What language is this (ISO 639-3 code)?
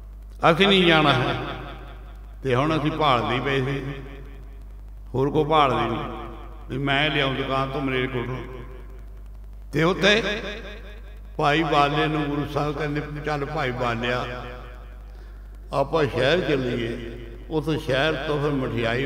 pan